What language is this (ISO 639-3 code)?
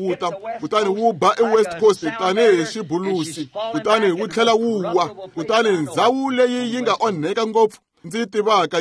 tso